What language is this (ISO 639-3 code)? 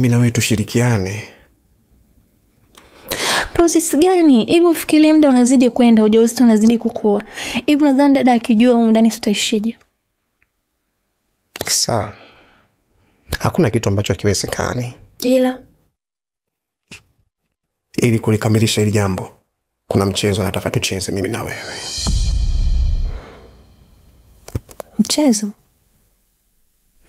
swa